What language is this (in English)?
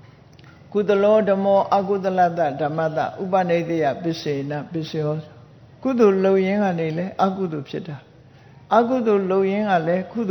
Burmese